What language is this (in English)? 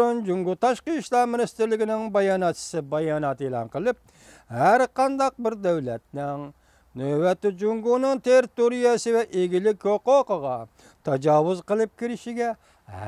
Uyghur